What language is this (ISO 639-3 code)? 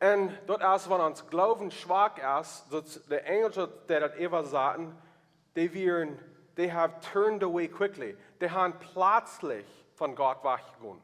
pdt